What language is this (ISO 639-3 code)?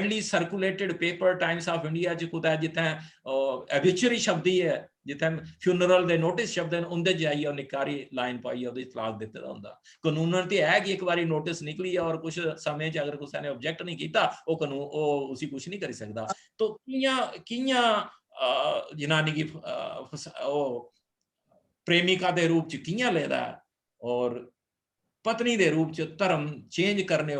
doi